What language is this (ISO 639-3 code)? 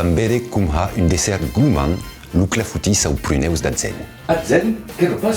oci